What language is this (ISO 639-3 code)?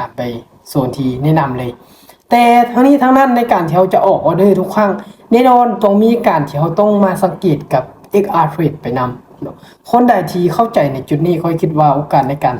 lao